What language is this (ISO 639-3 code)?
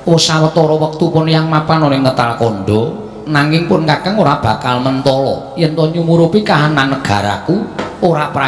jav